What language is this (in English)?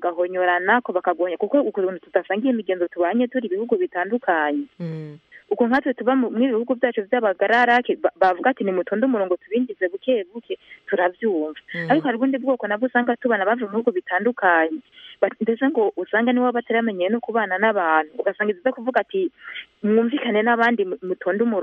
Kinyarwanda